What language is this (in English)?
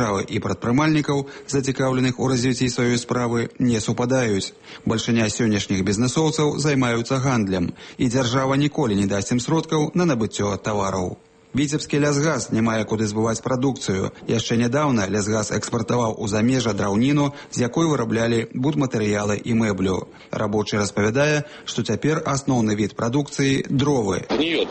Belarusian